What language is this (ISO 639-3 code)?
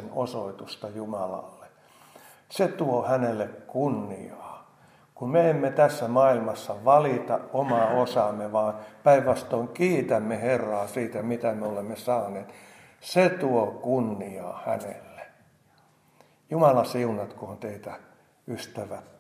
fin